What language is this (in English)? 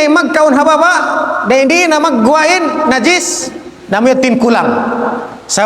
Tausug